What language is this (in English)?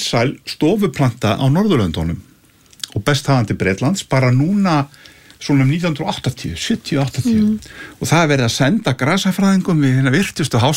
Icelandic